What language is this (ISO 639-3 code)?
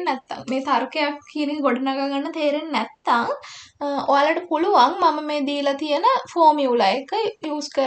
sin